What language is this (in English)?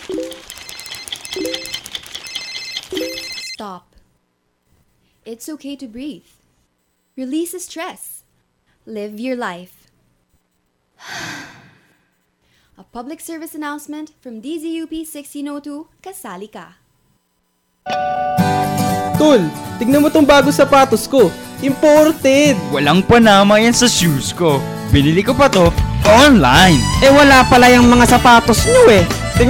Filipino